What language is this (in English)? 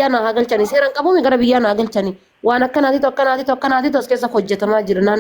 Oromo